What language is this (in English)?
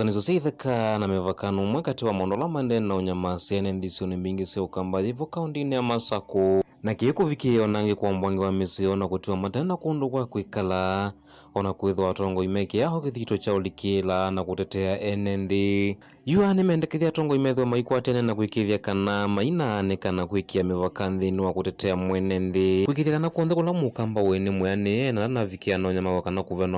Kamba